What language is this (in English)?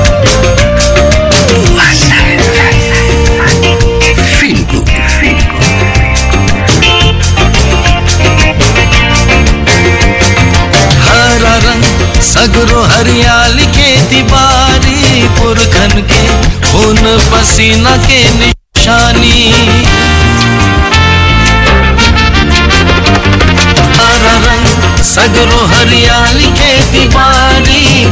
Bhojpuri